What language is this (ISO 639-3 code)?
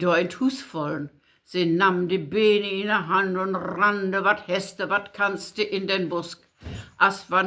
nds